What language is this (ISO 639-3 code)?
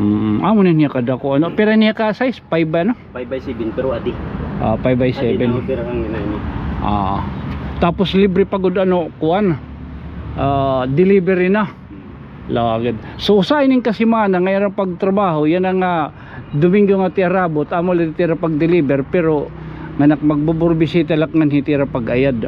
war